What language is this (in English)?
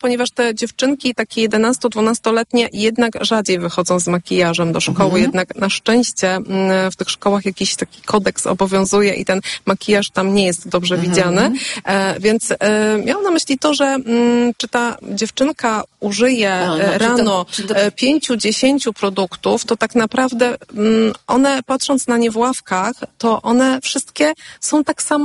Polish